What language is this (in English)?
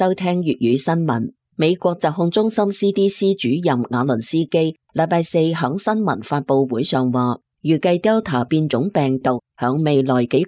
Cantonese